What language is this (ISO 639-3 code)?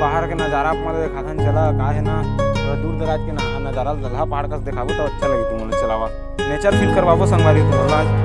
hne